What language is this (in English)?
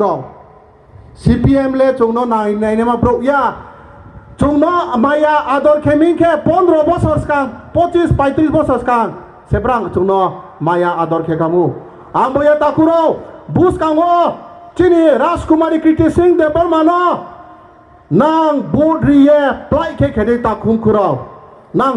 Riang (India)